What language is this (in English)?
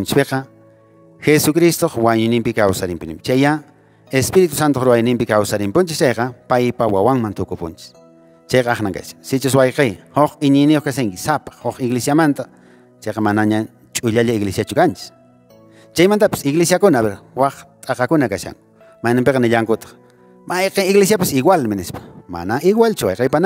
Quechua